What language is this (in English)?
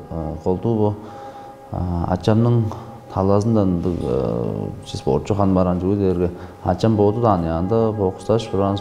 Tuvinian